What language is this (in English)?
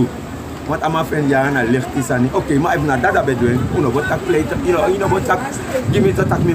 Sranan Tongo